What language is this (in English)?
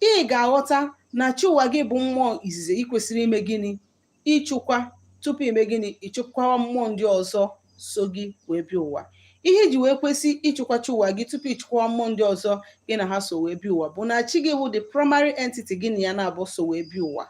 Igbo